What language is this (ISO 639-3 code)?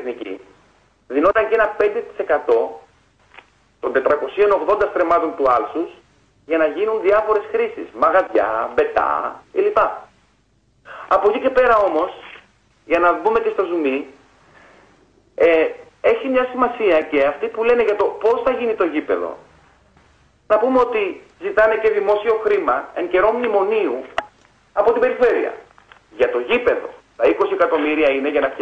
ell